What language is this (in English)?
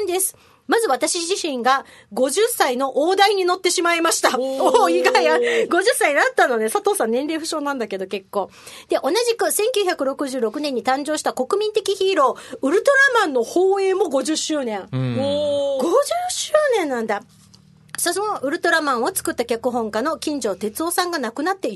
Japanese